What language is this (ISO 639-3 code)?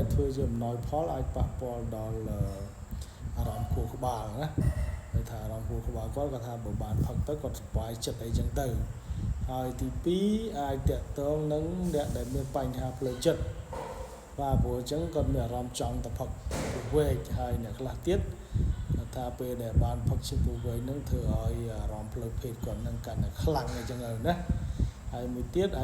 khm